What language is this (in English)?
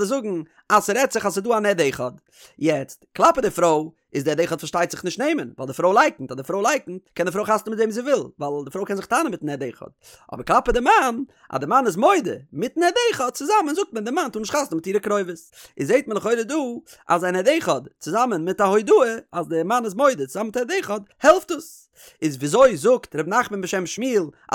Yiddish